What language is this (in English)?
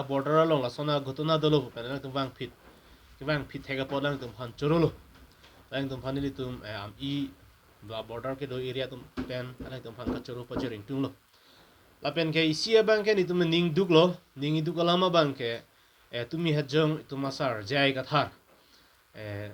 Karbi